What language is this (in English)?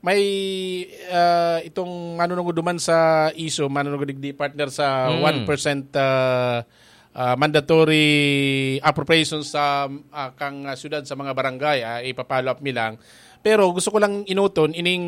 Bikol